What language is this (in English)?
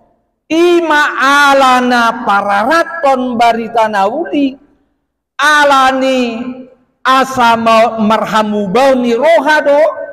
Batak Toba